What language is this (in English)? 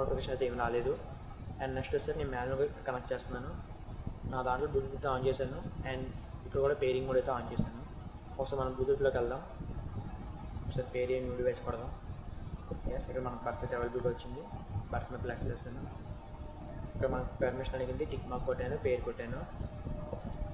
Telugu